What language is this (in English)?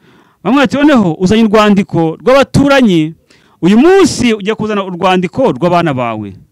Kinyarwanda